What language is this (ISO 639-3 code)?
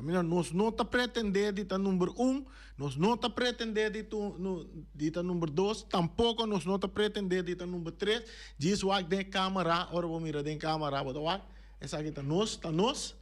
pap